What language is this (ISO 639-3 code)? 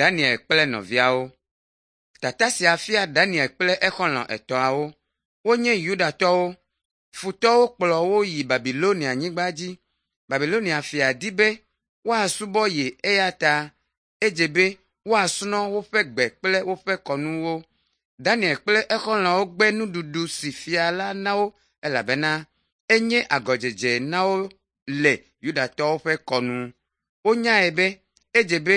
ewe